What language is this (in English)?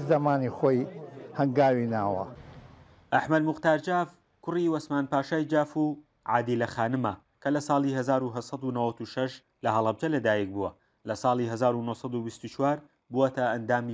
Central Kurdish